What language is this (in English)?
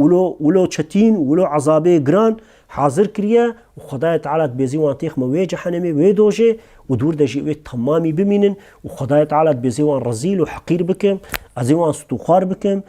Kurdish